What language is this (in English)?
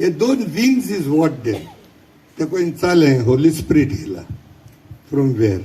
Konkani